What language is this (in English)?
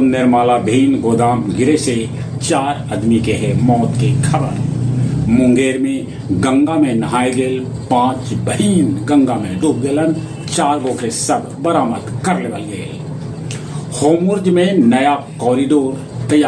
Magahi